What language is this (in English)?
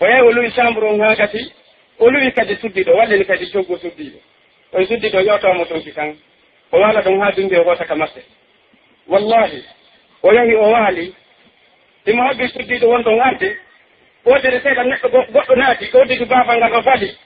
Pular